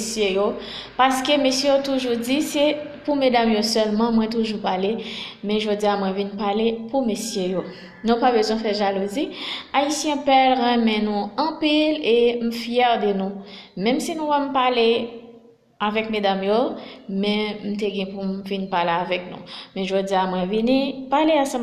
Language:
Haitian Creole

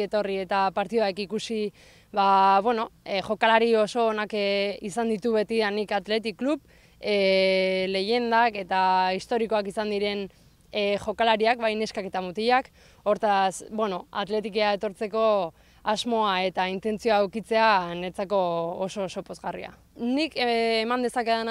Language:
Basque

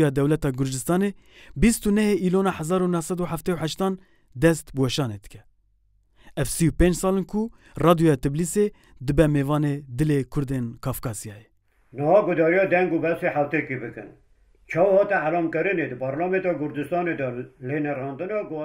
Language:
Kurdish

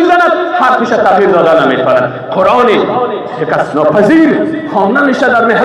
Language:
Persian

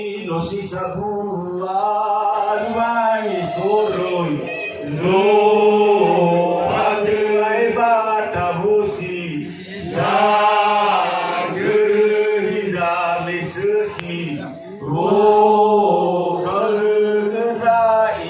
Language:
Nias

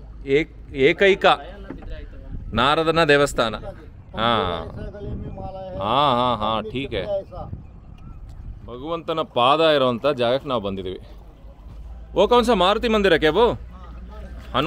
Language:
Kannada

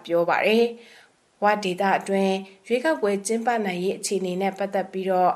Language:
Burmese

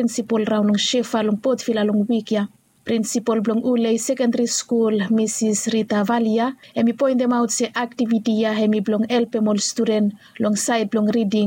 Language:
Bislama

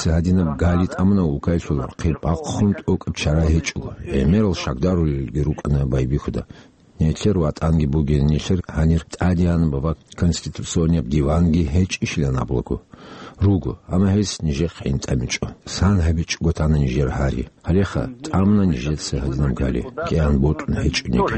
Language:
Avaric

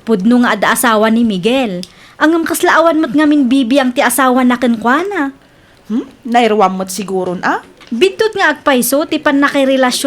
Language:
Iloko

